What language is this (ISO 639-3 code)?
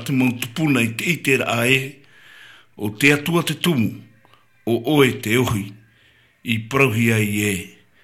tah